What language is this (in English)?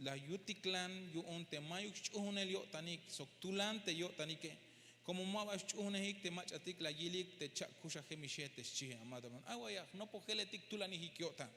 Tzeltal